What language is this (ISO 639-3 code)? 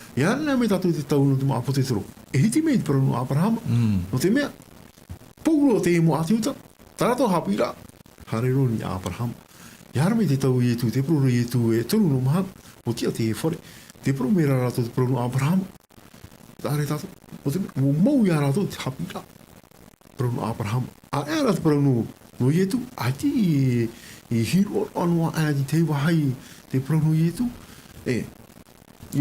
tah